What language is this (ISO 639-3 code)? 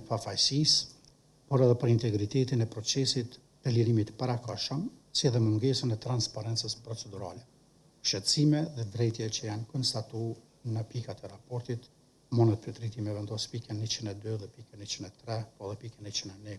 sqi